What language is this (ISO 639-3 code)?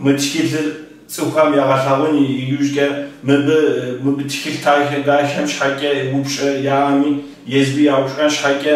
kbd